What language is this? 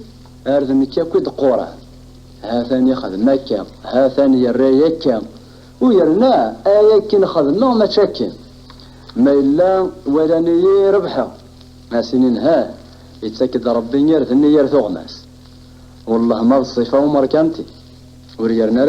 Kabyle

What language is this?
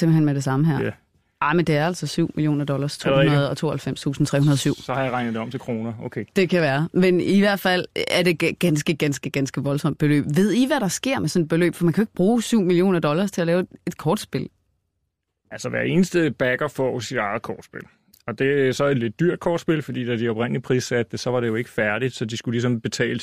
Danish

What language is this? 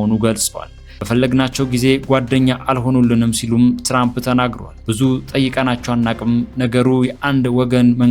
Amharic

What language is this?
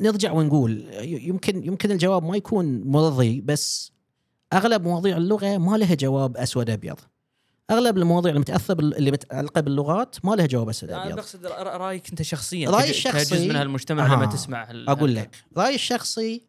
Gulf Arabic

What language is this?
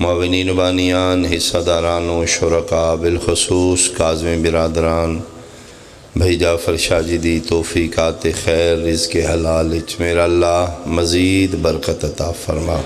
Pahari-Potwari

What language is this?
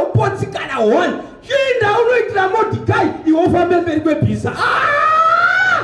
Shona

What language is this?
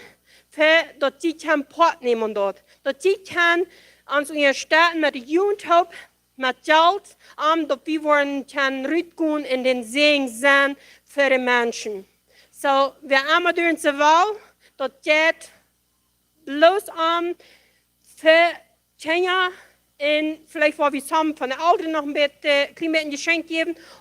Plautdietsch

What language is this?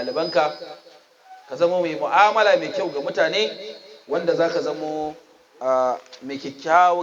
Hausa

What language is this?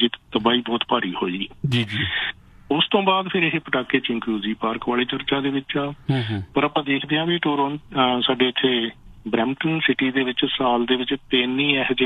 Punjabi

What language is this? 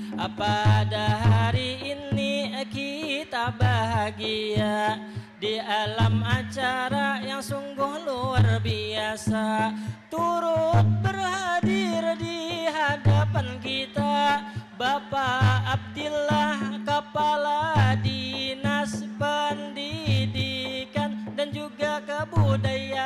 Banjar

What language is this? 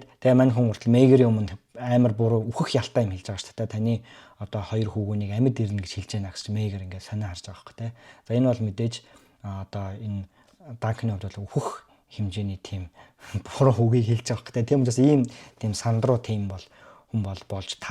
Mongolian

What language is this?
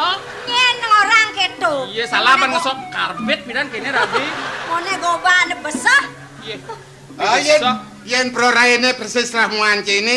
Balinese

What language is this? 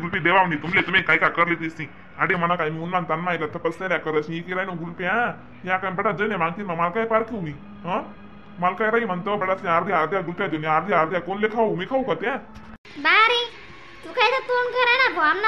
Khandesi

